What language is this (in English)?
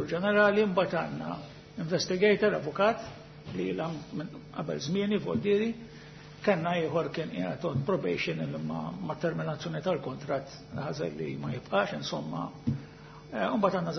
Maltese